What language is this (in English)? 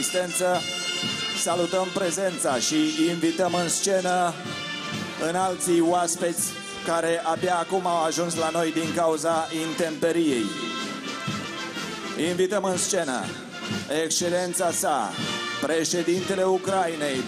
Romanian